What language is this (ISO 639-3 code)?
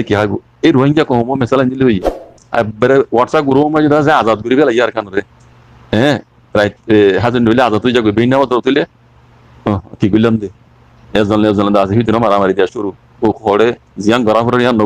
rhg